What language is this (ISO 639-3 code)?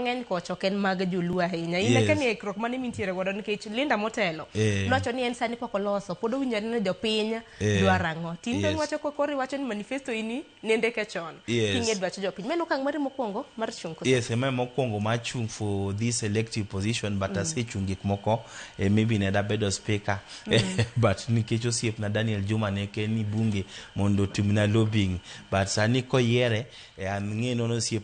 luo